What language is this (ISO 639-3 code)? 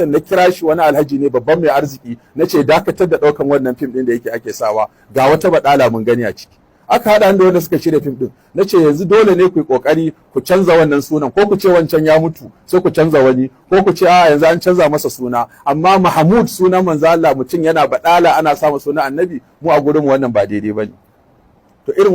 hau